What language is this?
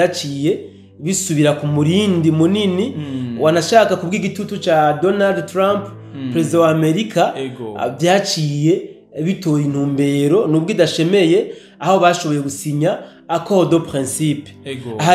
Rundi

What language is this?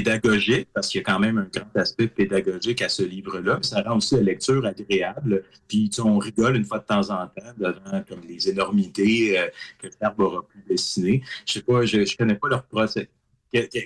French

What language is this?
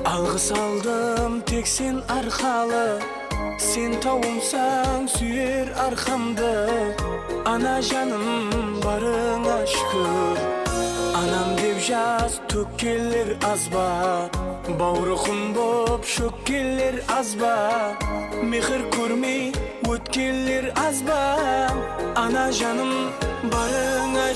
Kara-Kalpak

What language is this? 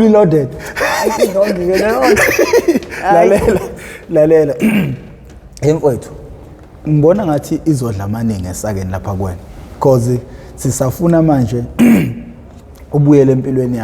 Zulu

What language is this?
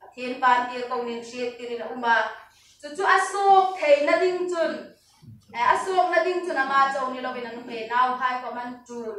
Hmar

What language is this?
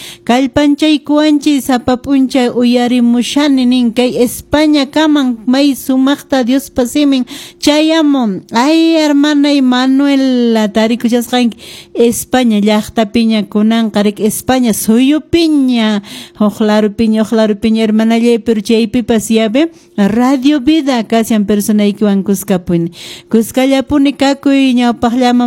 Quechua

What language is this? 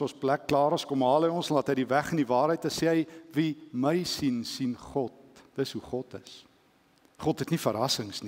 Afrikaans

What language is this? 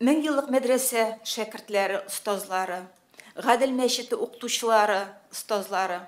Tatar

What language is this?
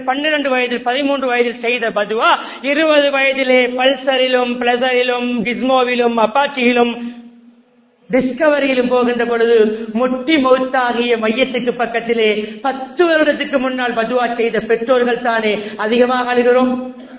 Tamil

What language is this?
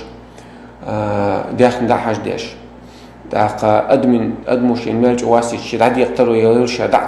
Chechen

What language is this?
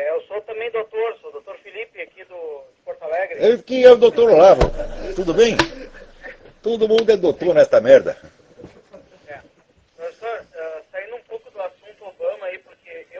Portuguese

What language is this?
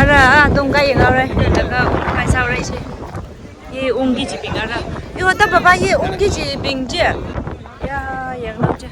Tangkhul Naga (India)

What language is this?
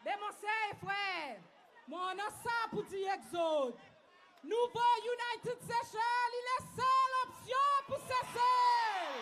Seselwa Creole French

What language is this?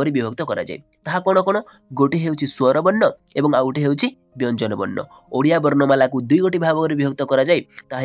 Odia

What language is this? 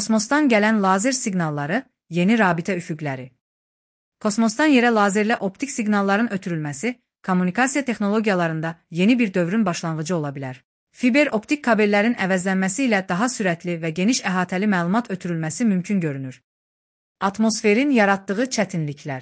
Azerbaijani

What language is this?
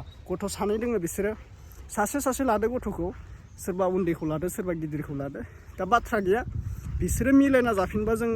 Bodo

